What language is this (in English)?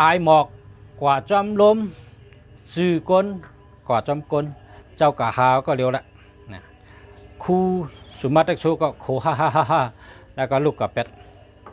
Shan